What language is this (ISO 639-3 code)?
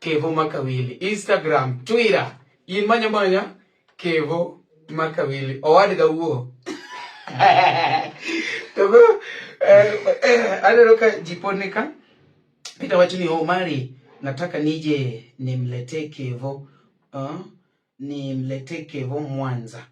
luo